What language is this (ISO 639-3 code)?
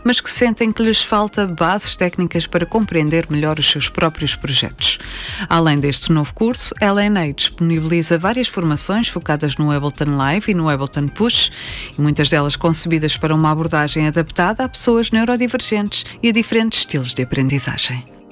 por